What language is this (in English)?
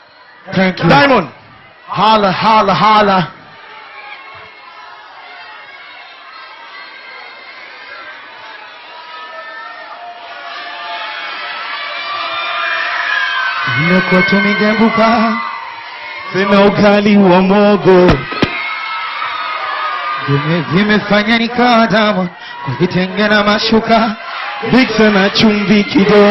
Swahili